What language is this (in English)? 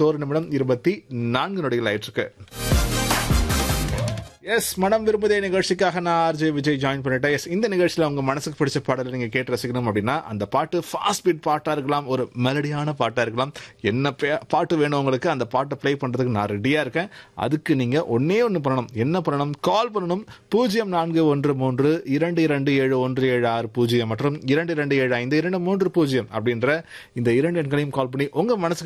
Tamil